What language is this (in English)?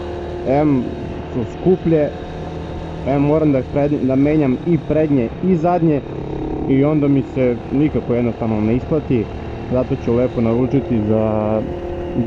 Serbian